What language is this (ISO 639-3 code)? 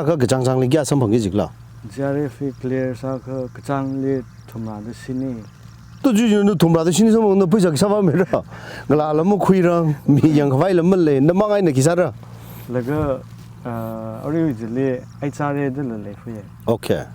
nmf